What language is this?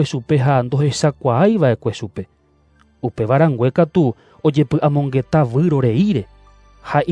Guarani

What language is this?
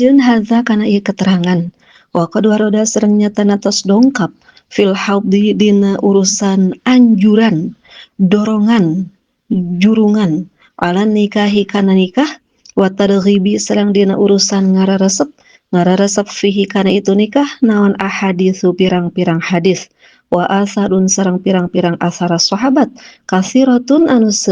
Sundanese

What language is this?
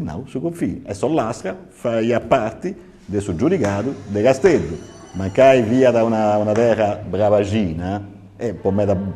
Sardinian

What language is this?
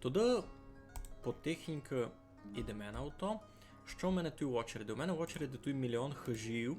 Rusyn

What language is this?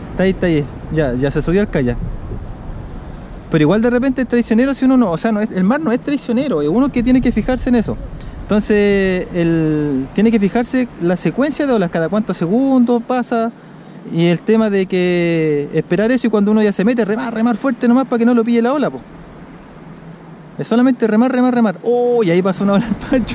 Spanish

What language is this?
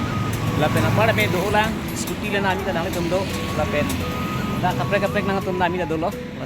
Karbi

